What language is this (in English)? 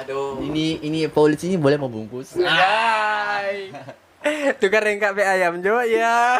Manado Malay